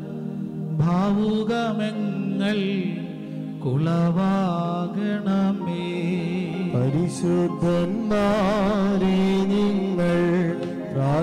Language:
Malayalam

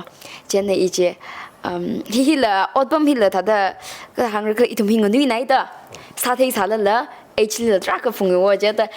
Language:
Tangkhul Naga (India)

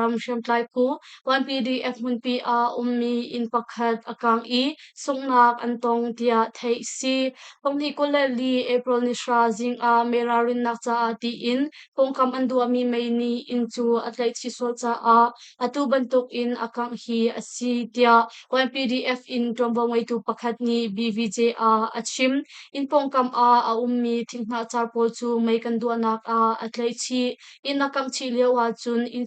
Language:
Hakha Chin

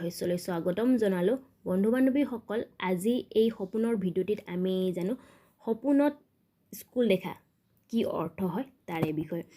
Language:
Assamese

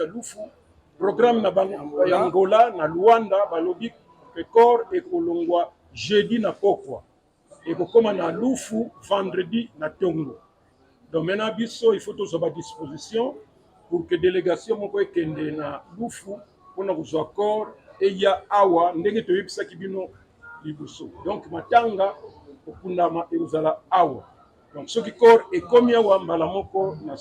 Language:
Lingala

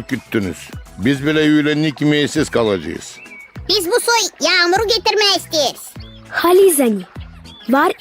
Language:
Gagauz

